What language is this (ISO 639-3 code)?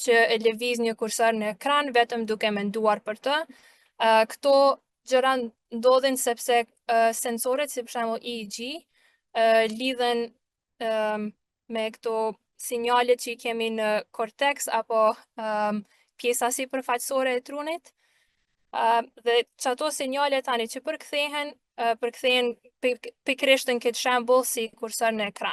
sqi